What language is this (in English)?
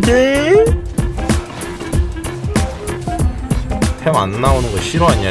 Korean